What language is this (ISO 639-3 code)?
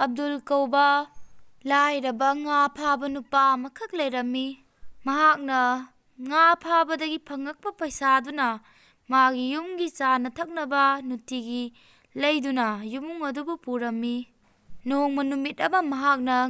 mni